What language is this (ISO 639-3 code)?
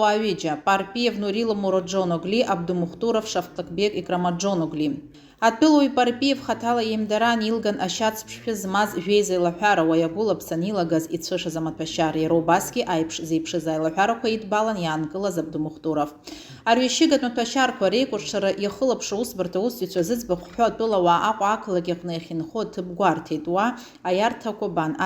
abk